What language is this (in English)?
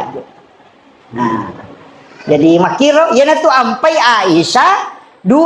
Buginese